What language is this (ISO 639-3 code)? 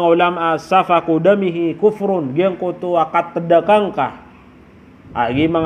mrw